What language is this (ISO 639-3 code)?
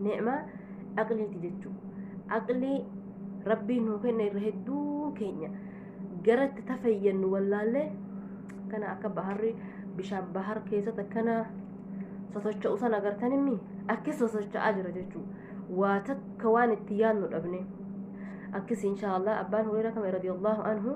orm